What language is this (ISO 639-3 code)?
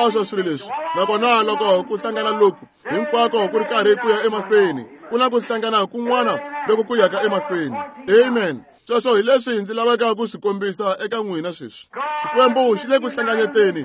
tso